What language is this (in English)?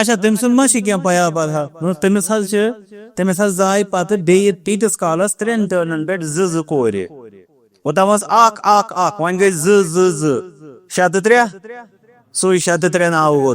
Kashmiri